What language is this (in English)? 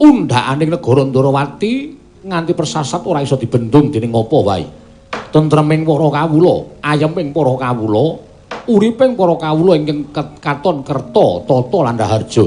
Javanese